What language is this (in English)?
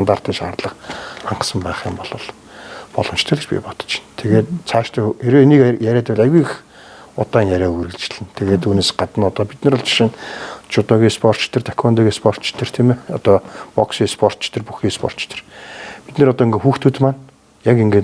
Mongolian